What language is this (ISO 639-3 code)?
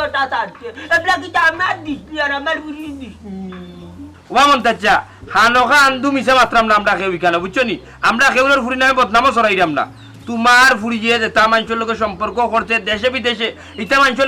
syl